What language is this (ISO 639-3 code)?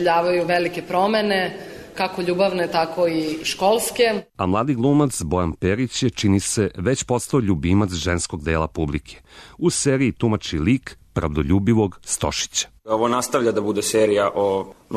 srp